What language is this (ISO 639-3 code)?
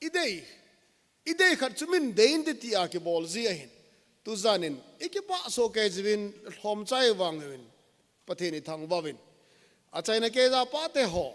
tcz